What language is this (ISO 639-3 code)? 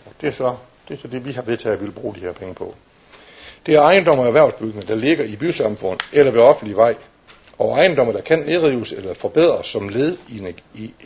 dan